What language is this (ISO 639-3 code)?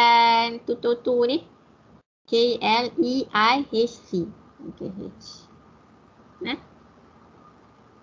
msa